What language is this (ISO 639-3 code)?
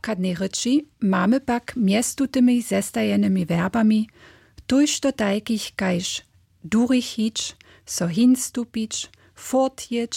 hsb